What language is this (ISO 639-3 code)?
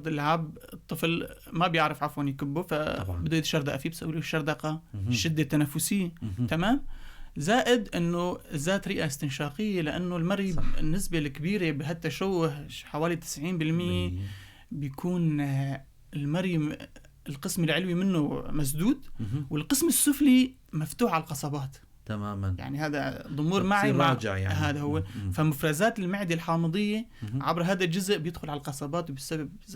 apc